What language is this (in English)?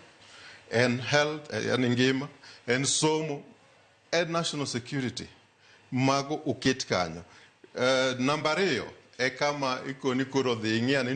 Luo (Kenya and Tanzania)